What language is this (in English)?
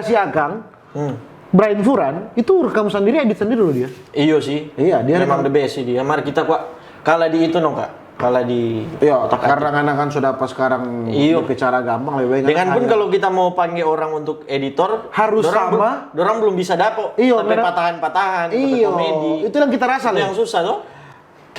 Manado Malay